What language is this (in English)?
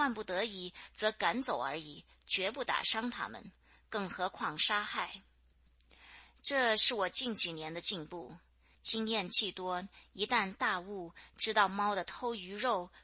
Chinese